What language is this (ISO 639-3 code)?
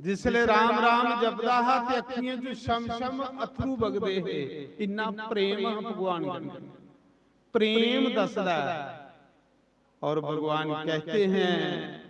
doi